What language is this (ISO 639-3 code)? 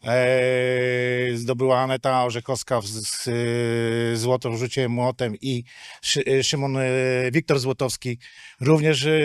pol